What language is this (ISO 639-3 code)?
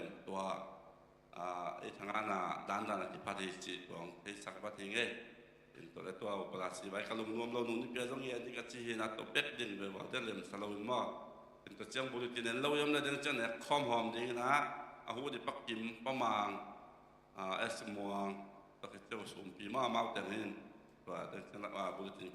ctd